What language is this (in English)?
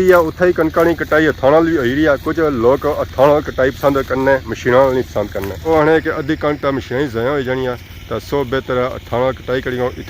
Pahari-Potwari